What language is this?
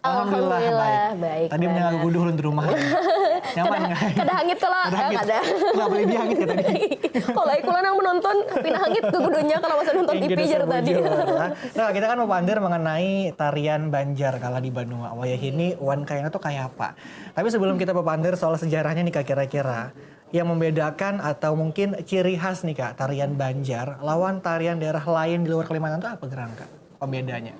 Banjar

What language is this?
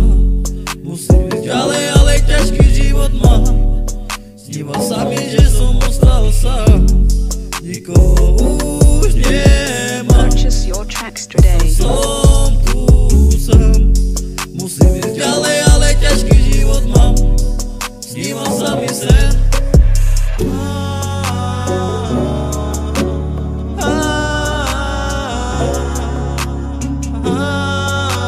Slovak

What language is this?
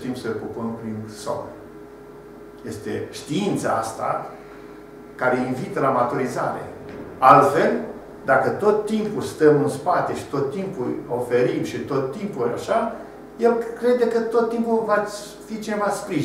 Romanian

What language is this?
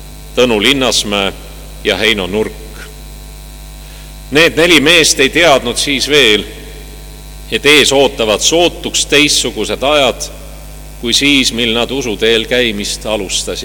Estonian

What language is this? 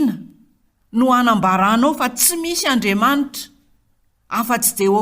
Malagasy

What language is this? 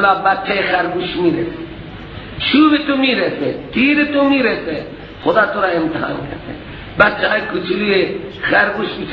Persian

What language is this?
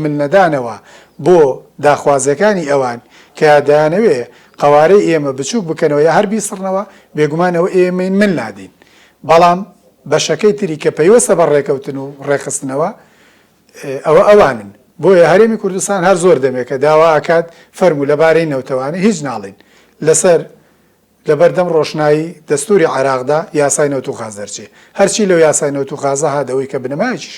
Central Kurdish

